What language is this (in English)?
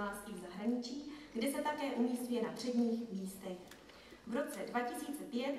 Czech